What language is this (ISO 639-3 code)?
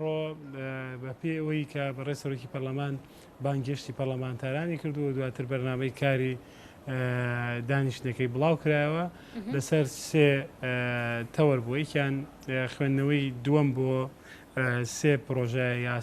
ckb